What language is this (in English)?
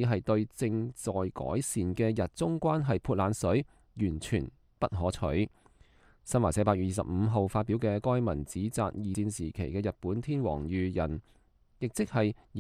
Cantonese